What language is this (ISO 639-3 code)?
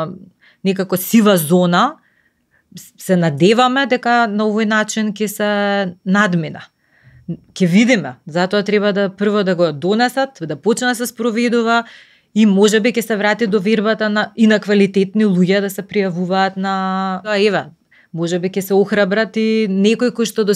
mkd